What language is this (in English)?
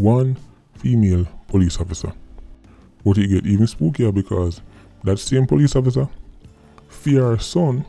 Jamaican Creole English